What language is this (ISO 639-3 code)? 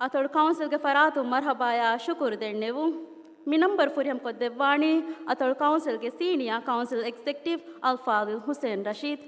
div